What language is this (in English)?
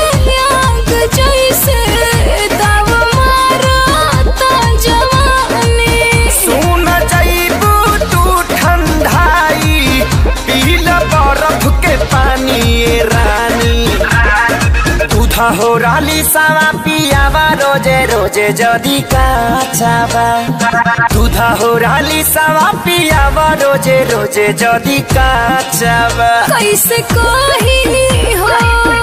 Bhojpuri